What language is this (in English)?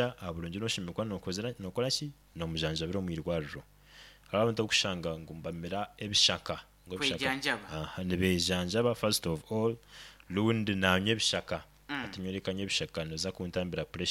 Nyoro